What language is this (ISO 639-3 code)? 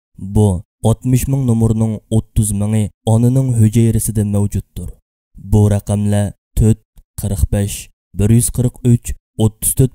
uig